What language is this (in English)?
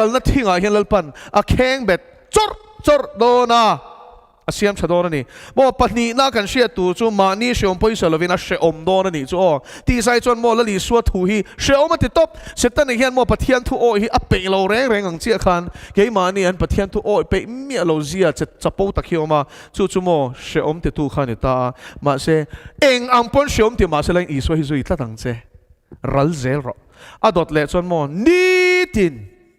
Mizo